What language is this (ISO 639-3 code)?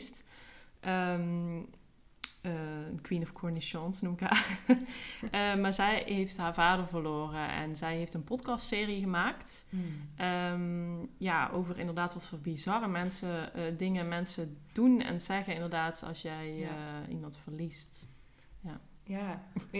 nld